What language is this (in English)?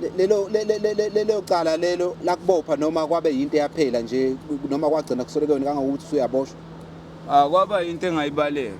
Zulu